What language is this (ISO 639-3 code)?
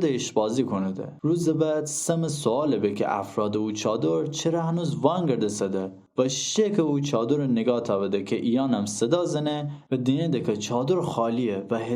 glk